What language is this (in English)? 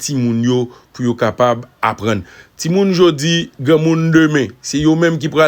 Haitian Creole